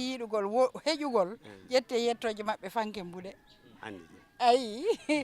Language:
Fula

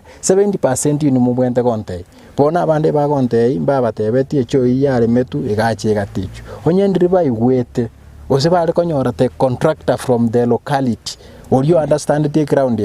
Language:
Gusii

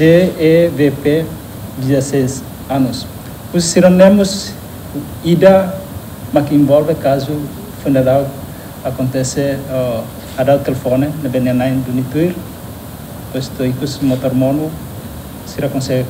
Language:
Tetum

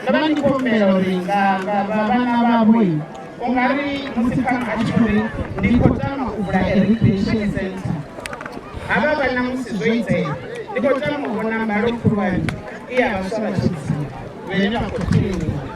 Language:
Venda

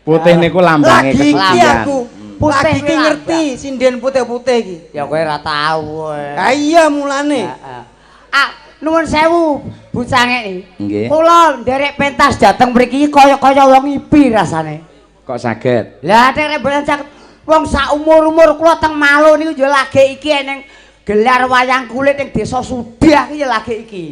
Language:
Javanese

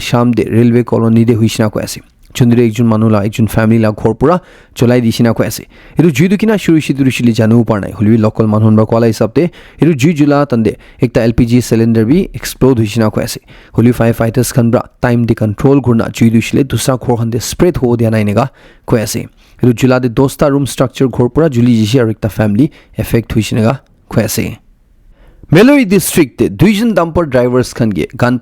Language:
Naga Pidgin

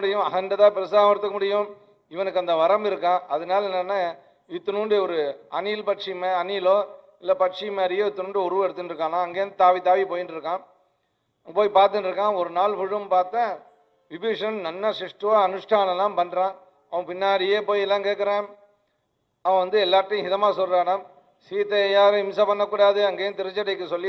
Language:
Tamil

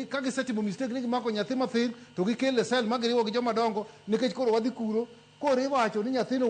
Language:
Luo (Kenya and Tanzania)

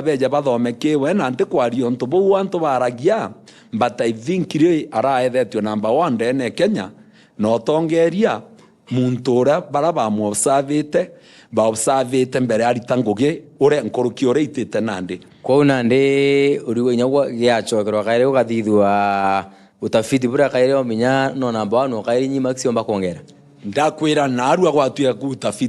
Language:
Meru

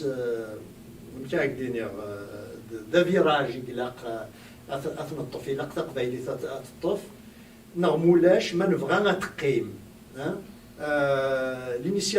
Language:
Kabyle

